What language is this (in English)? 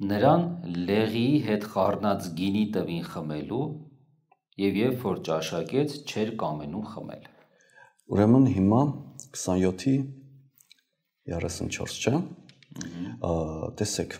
Armenian